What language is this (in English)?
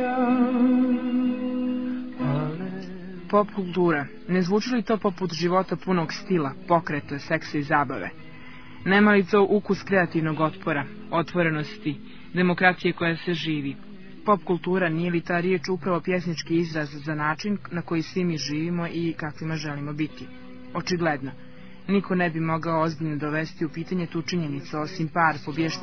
Serbian